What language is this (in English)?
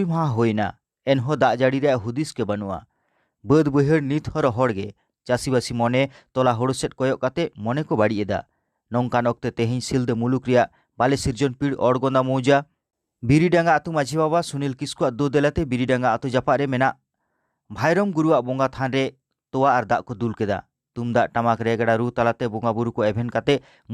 Santali